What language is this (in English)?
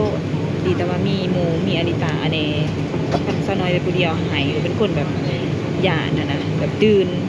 Lao